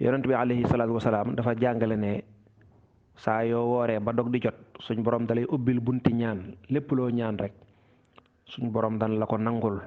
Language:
Wolof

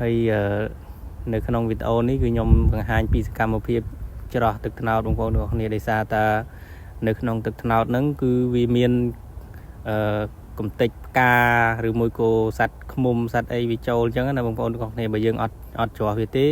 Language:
Khmer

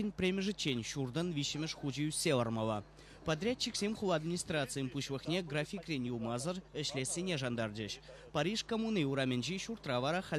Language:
Chuvash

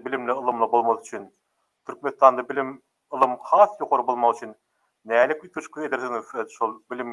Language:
Turkmen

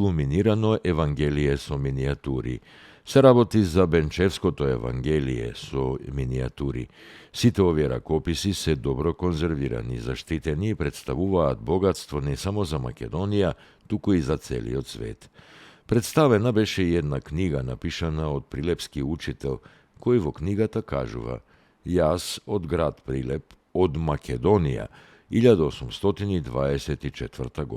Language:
Macedonian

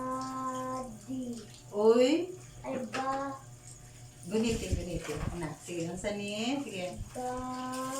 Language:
Cebuano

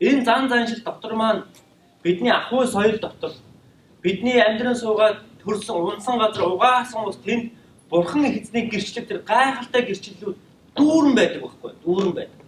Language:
Mongolian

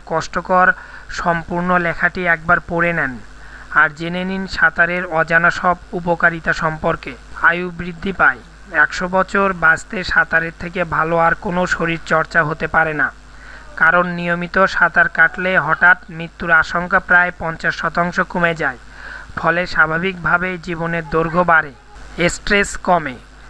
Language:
Bangla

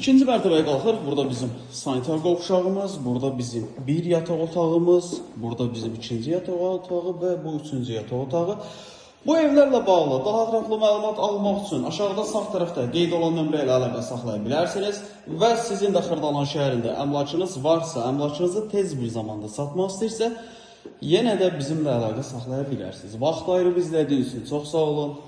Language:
Azerbaijani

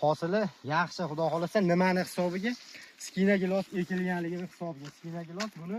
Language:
Uzbek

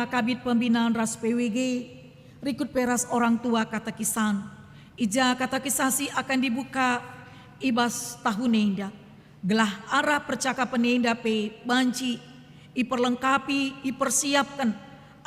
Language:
Batak Karo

